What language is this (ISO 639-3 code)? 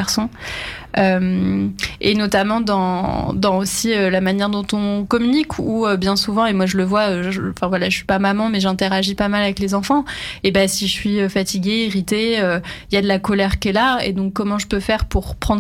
fra